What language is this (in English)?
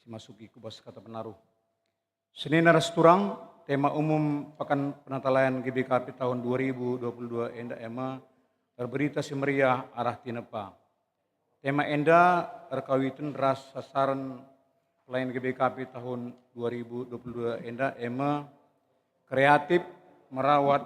Batak Karo